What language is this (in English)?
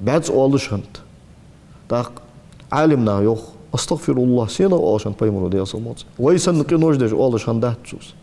Ingush